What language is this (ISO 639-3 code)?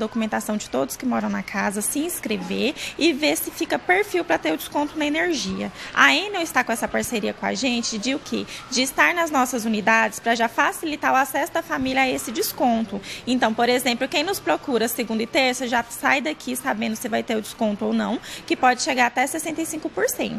por